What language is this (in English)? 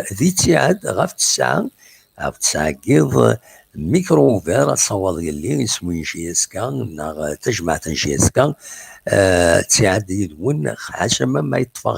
Kabyle